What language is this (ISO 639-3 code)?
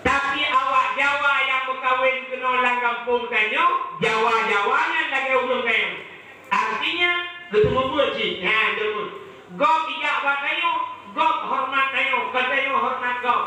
ace